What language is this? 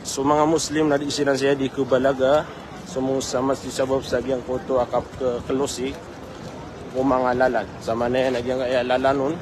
Maranao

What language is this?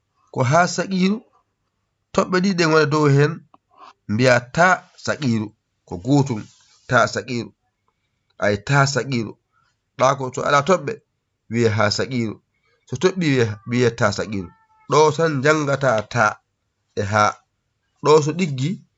Fula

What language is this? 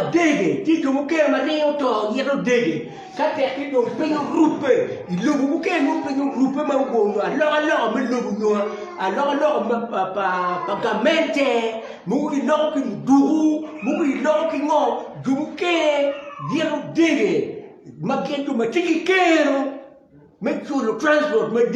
Acoli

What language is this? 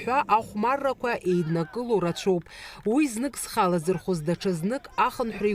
Abkhazian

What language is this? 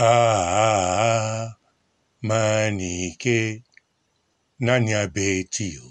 Lingala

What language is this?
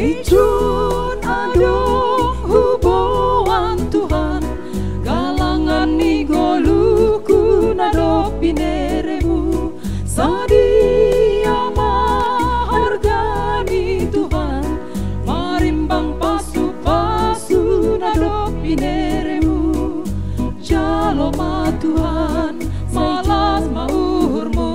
Batak Simalungun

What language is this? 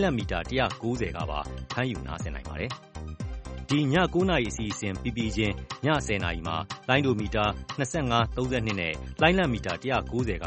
Burmese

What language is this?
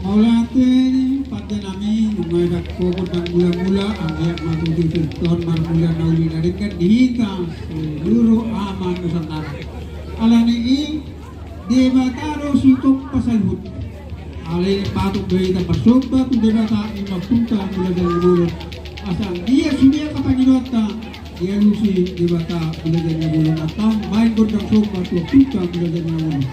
Batak Toba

